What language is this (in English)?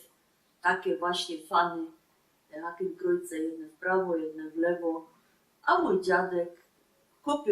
Silesian